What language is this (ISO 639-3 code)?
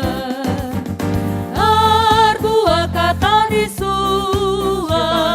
btx